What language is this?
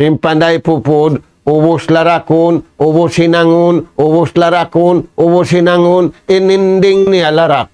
Tausug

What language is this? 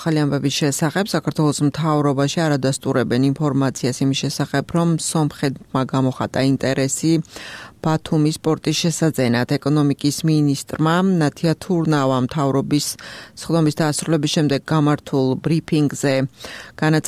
Georgian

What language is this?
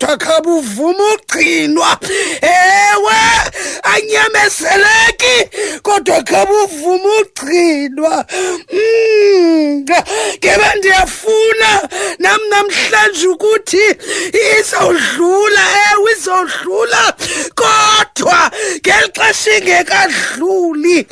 Xhosa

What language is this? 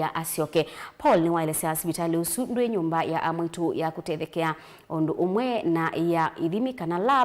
Kamba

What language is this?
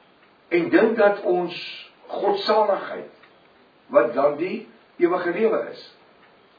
Afrikaans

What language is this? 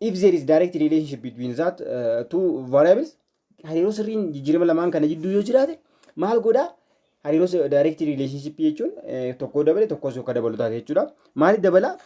Oromo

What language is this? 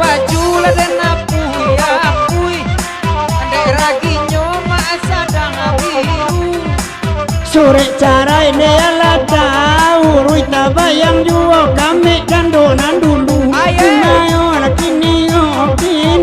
Minangkabau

